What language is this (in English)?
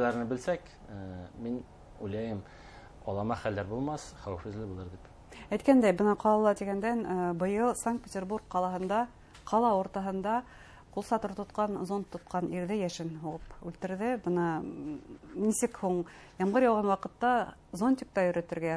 Bashkir